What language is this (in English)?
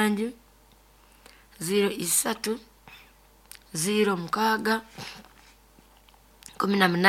Nyoro